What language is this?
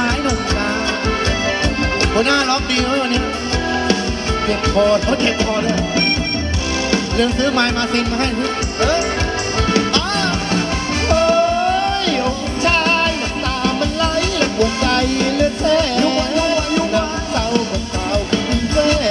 Thai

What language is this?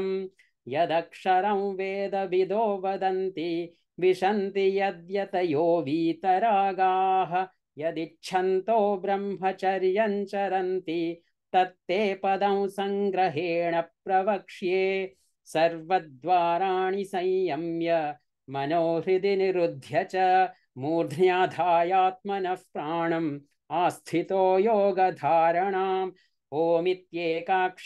Sanskrit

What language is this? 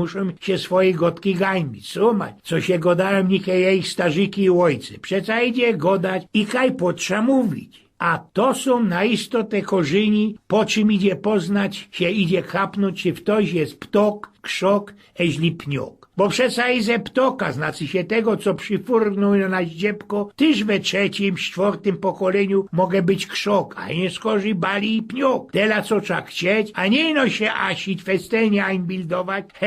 Silesian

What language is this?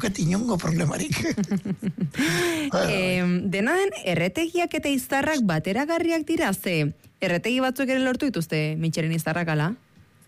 Basque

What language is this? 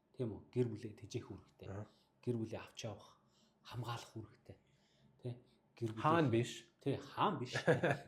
Mongolian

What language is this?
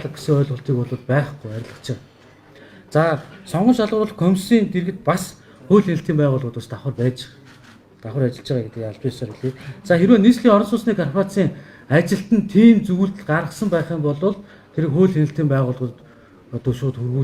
Mongolian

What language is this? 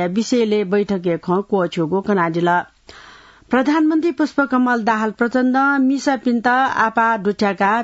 Newari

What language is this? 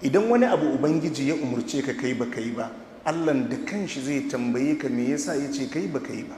Hausa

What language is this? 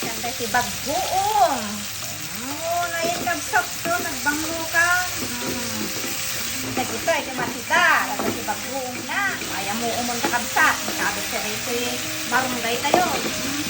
Iloko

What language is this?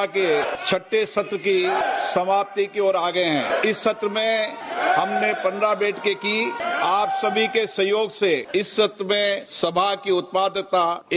Sanskrit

